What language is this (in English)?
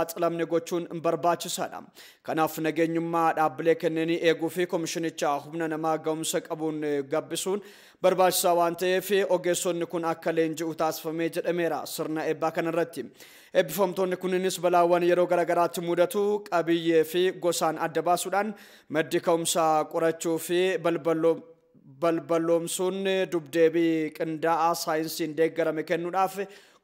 Oromo